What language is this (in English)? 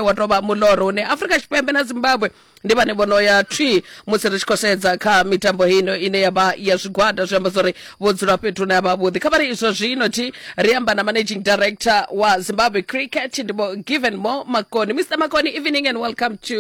Venda